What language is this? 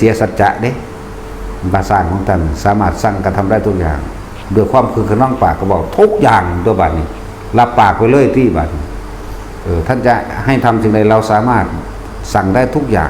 Northeastern Thai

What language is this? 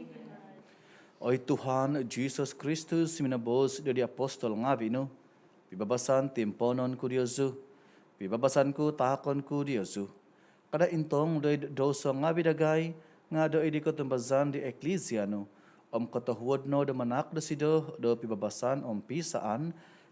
Central Dusun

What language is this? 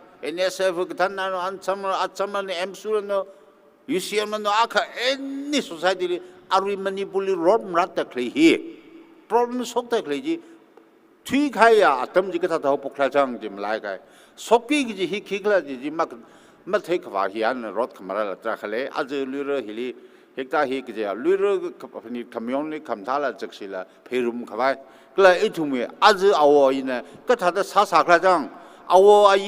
Tangkhul Naga (India)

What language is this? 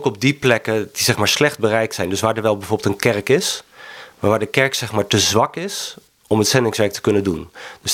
Dutch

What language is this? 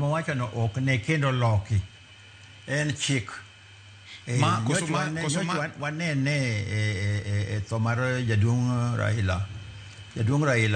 Luo (Kenya and Tanzania)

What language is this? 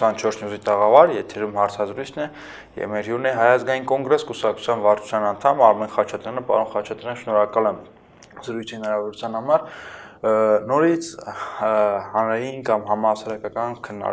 Armenian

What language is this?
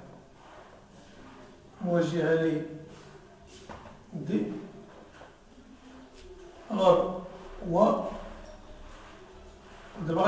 Moroccan Arabic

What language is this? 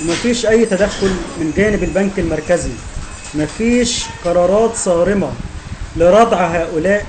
Egyptian Arabic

